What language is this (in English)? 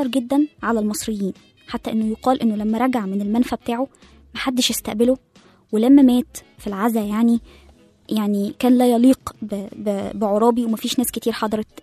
Egyptian Arabic